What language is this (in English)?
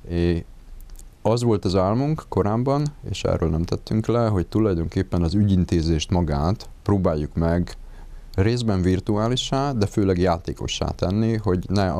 Hungarian